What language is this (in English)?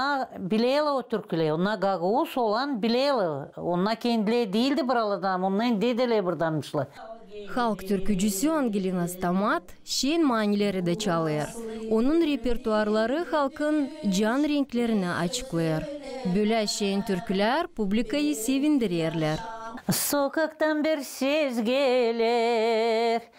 Gagauz